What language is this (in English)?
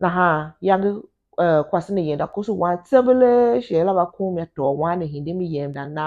Tiv